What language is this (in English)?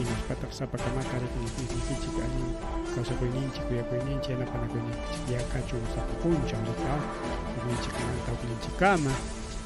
Ayacucho Quechua